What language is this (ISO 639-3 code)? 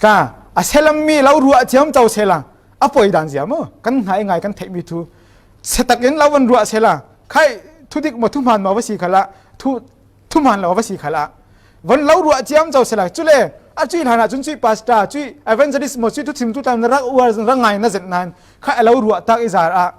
cfm